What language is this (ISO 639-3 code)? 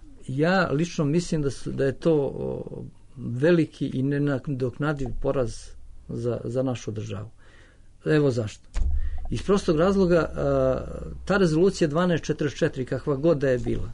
srp